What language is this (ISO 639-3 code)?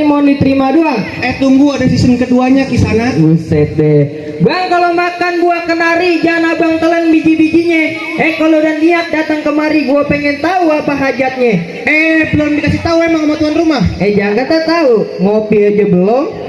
bew